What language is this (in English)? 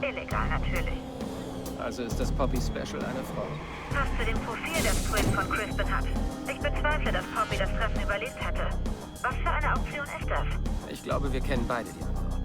Bavarian